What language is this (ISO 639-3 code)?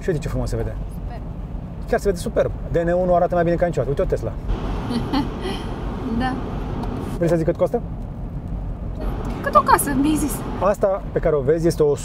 ron